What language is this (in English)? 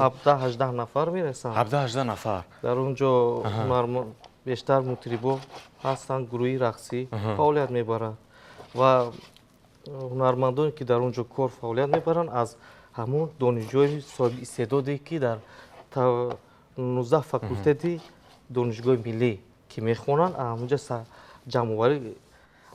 Tajik